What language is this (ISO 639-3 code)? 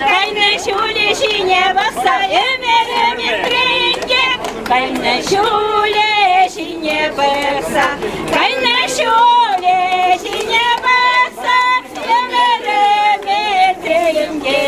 chv